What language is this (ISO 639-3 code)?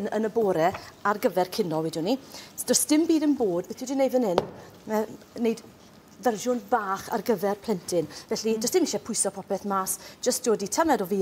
cym